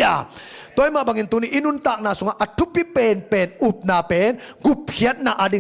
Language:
Tedim Chin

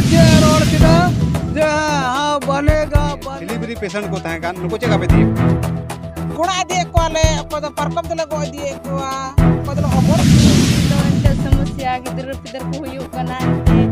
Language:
Santali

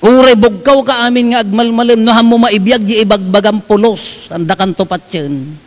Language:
Iloko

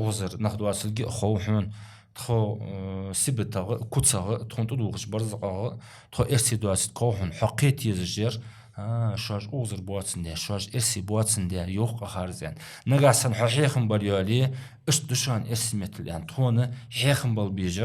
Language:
Ingush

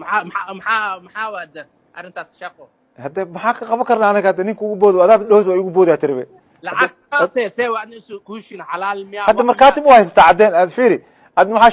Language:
Somali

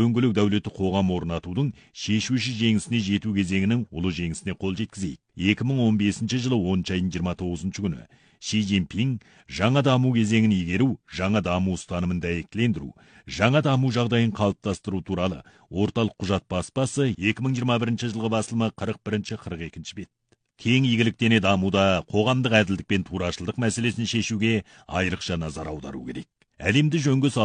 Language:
Kazakh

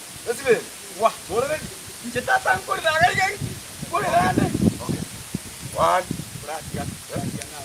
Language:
Gusii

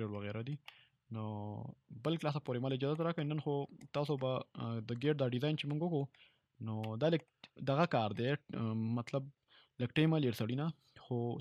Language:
Pashto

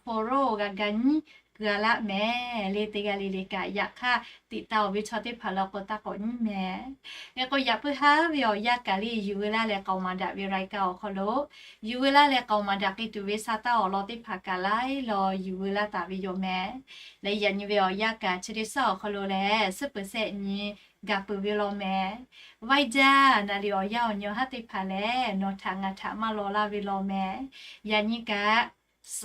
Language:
Lahu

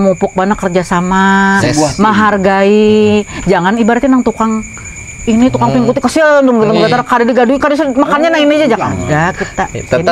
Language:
Banjar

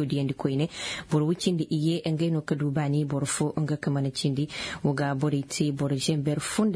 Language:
Zarma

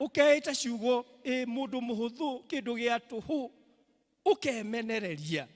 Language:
Kikuyu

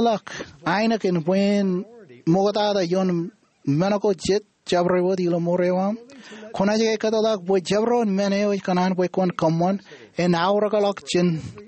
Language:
Marshallese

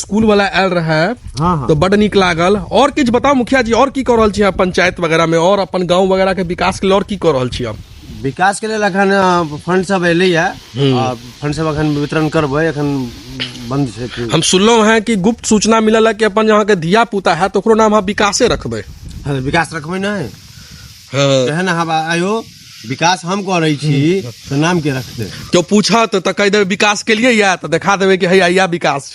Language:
Maithili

